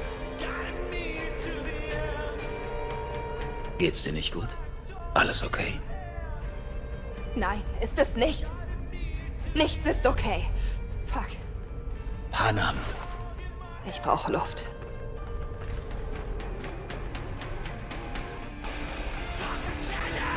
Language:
German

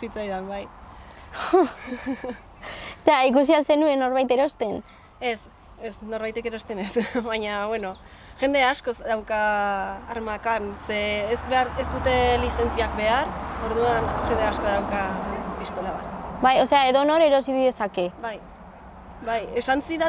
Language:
Basque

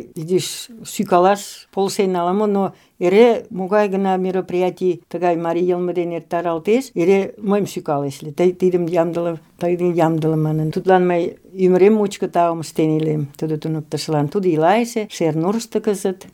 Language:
Mari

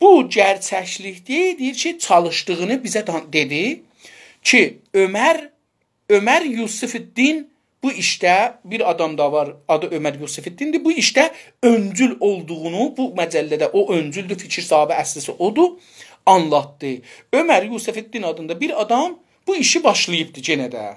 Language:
South Azerbaijani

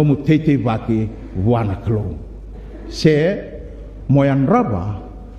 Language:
Fijian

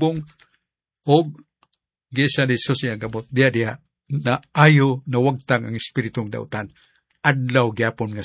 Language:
Cebuano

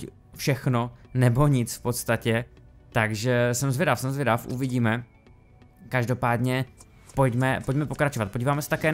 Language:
Czech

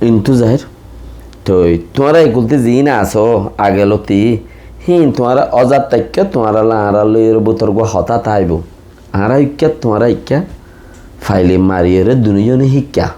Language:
Rohingya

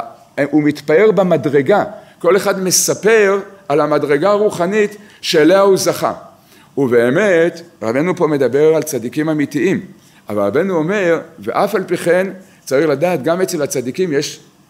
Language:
Hebrew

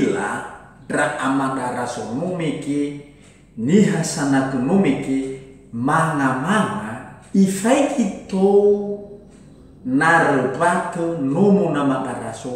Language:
Nias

